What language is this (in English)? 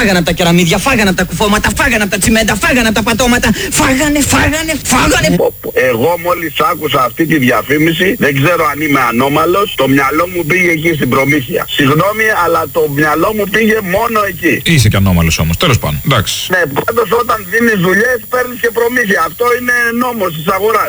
Greek